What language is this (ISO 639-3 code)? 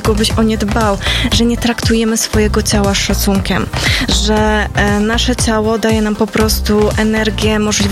pol